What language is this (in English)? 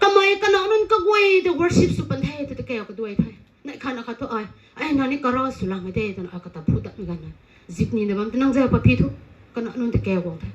Rongmei Naga